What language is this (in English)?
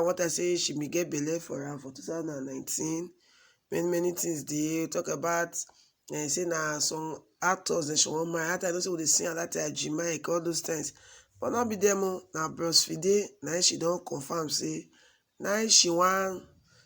Nigerian Pidgin